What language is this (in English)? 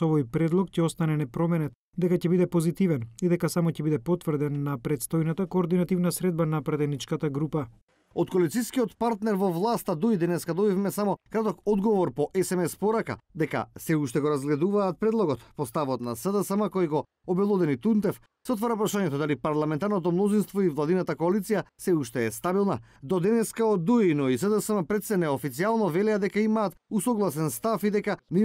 Macedonian